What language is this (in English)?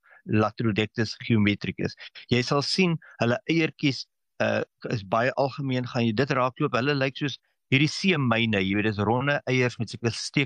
Afrikaans